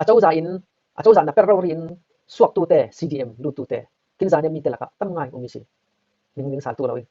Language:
Falam Chin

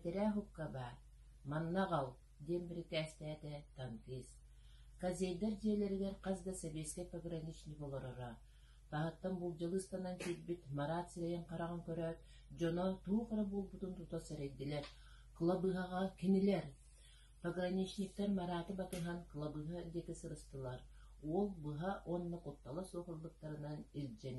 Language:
Yakut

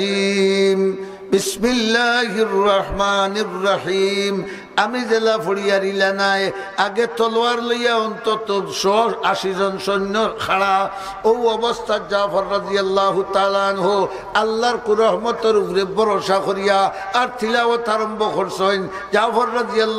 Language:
Sylheti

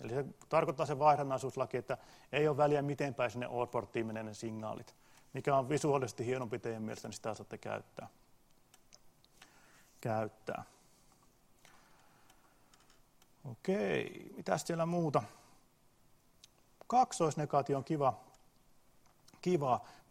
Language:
Finnish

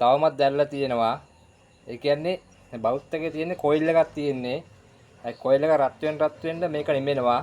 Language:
Sinhala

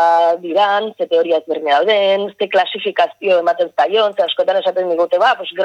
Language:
Basque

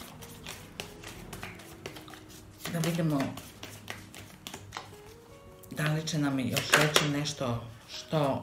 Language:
Croatian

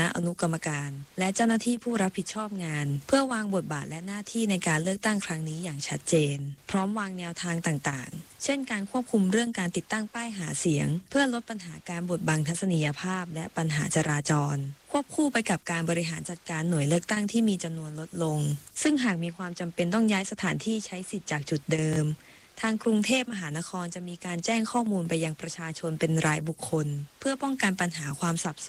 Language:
Thai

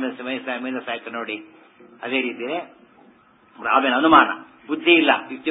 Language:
Kannada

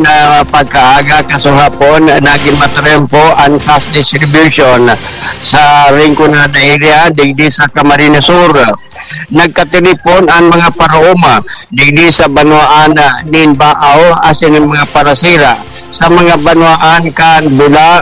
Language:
Bikol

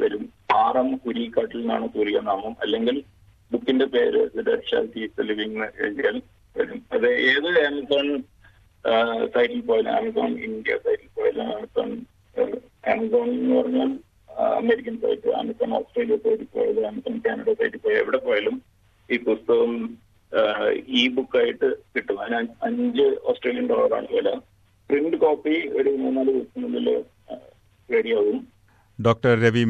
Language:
Malayalam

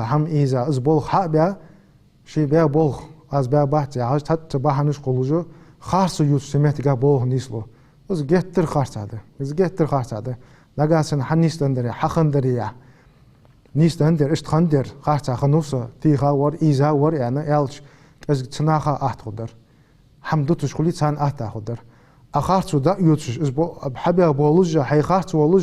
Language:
Ingush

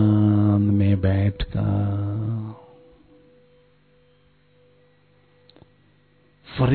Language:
Hindi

